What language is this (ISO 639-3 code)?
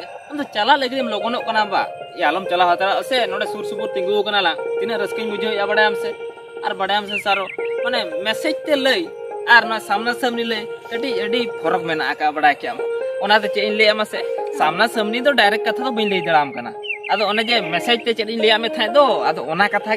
sat